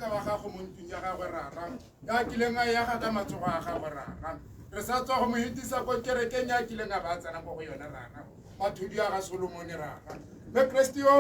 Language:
Tswana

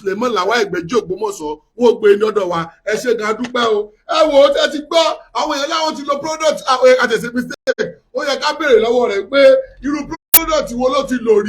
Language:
Yoruba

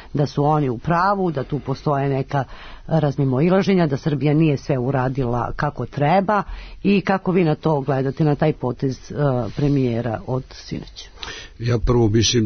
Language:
Serbian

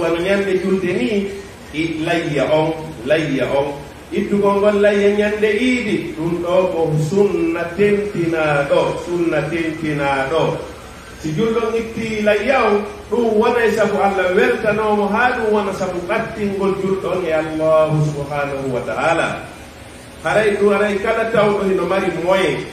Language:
Fula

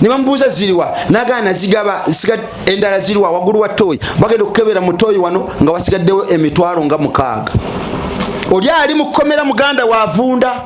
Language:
Ganda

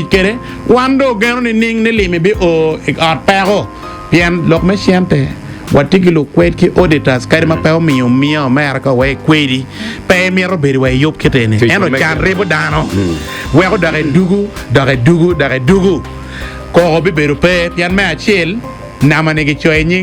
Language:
Acoli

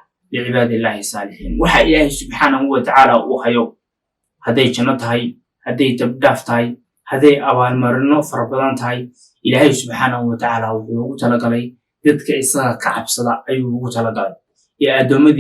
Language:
Somali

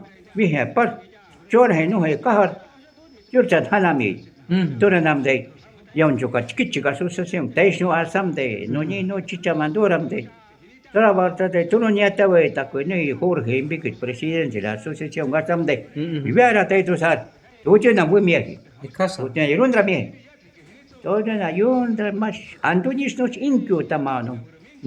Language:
Shuar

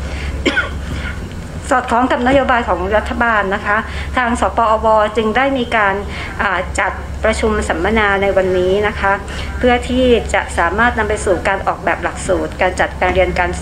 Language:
Thai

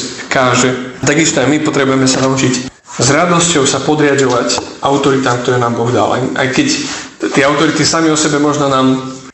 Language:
Slovak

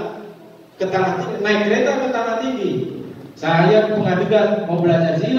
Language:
Betawi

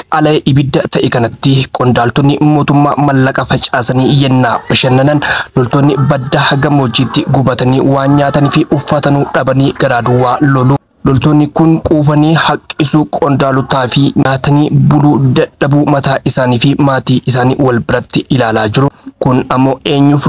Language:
Oromo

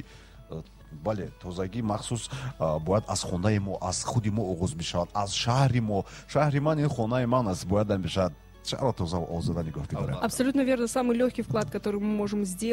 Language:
Tajik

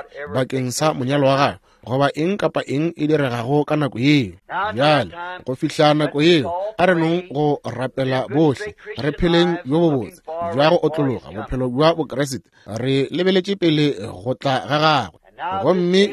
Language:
Northern Sotho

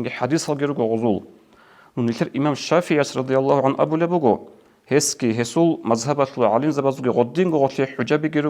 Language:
Avaric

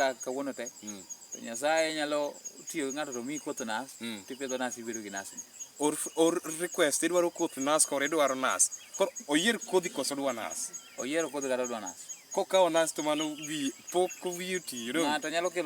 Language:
Luo (Kenya and Tanzania)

